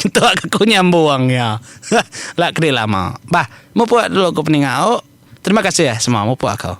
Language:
Iban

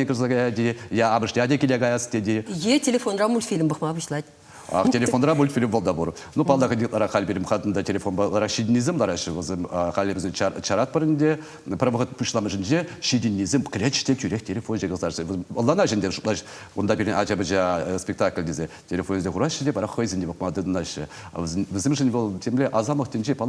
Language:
Chuvash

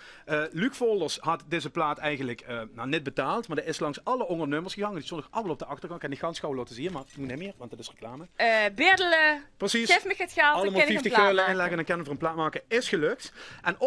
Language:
Limburgish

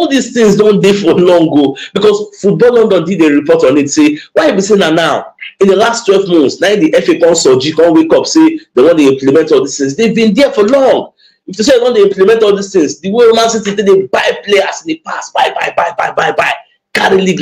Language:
Nigerian Pidgin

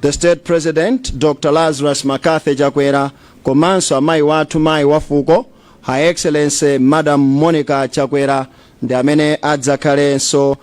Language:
Nyanja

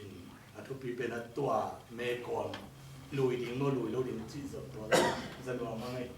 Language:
Tedim Chin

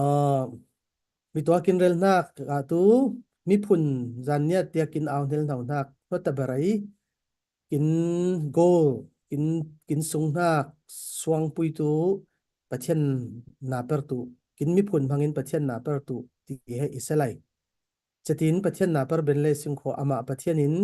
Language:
Falam Chin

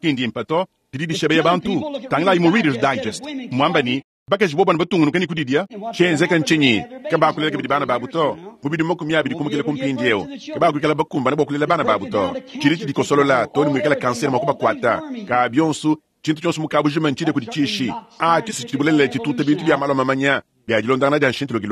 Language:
Luba-Lulua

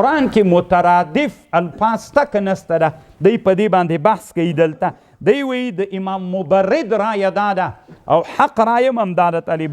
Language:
Pashto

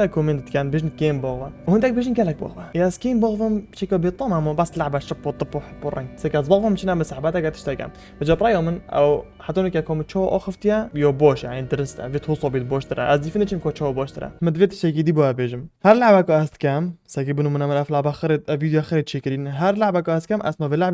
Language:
Kurdish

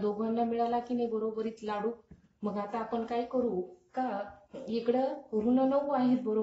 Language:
Marathi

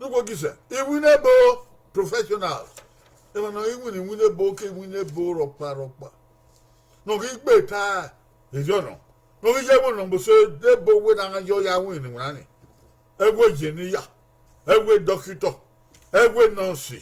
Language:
Bini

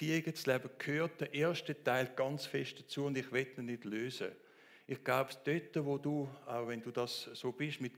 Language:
Swiss German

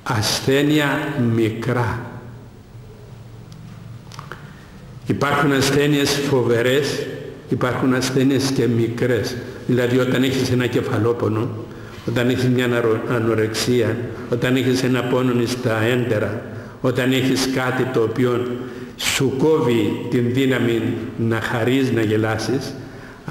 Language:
Greek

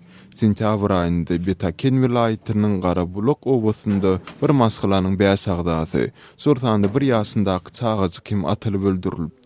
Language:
Turkmen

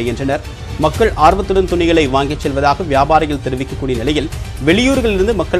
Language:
Tamil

